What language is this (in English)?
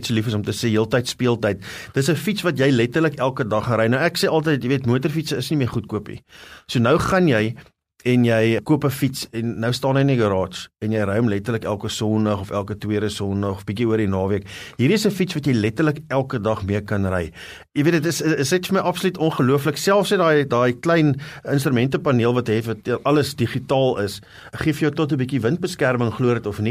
Afrikaans